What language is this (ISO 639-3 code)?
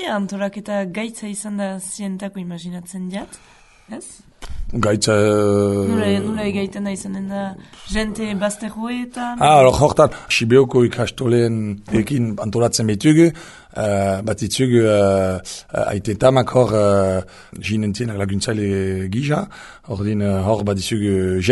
eus